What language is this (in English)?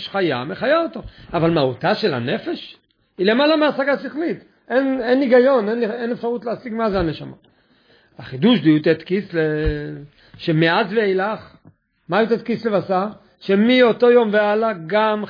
Hebrew